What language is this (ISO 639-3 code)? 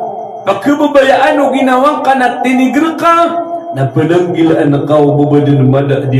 mrw